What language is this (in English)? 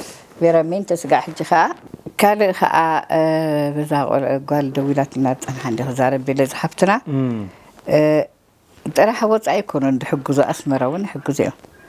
Tigrinya